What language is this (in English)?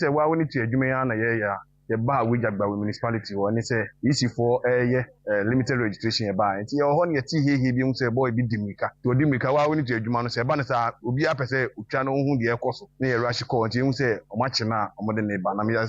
Akan